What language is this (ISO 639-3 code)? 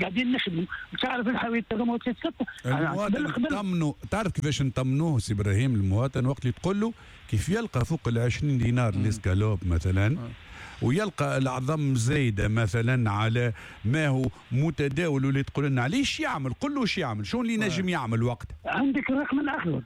aeb